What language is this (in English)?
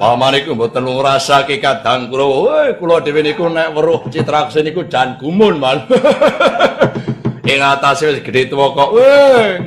Javanese